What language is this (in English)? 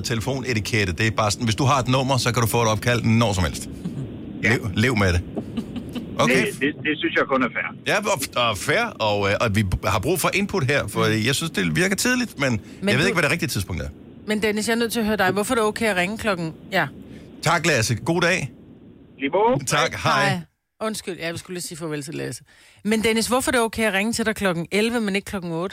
Danish